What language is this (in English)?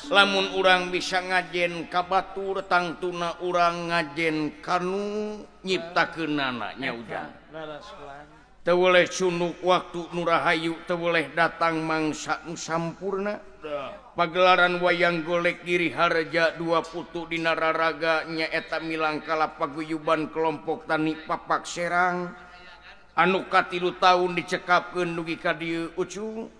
Sundanese